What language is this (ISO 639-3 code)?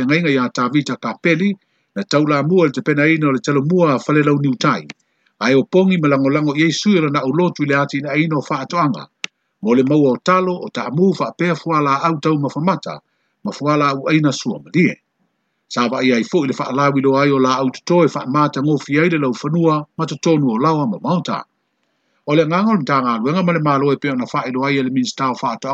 smo